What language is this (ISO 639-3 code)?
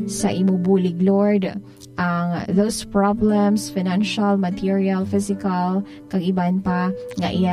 hil